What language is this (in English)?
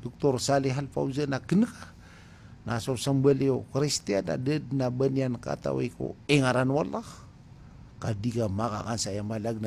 Maranao